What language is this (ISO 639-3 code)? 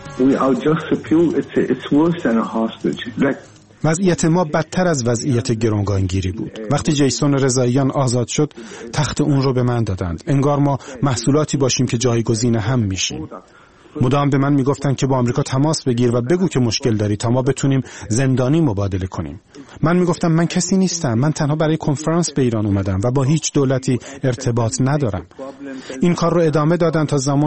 fas